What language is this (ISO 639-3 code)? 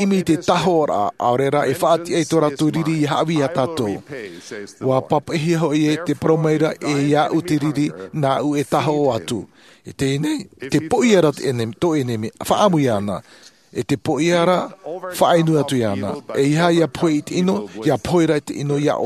tah